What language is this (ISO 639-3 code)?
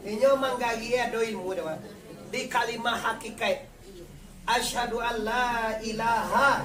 min